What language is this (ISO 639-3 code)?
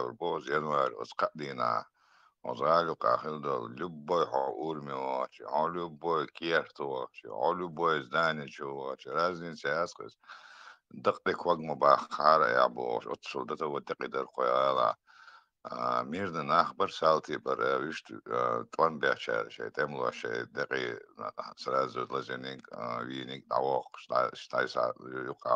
che